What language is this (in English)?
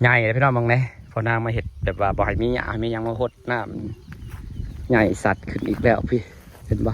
Northeastern Thai